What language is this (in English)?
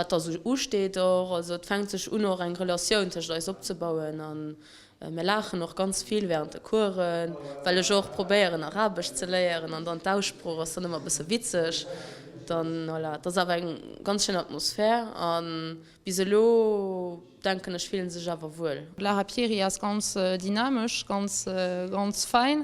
Luxembourgish